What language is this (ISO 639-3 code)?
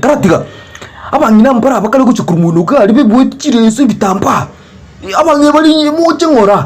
guz